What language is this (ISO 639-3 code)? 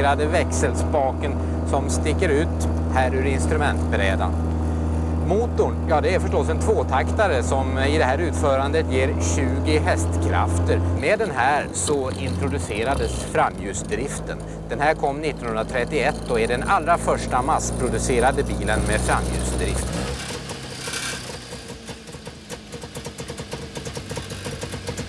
swe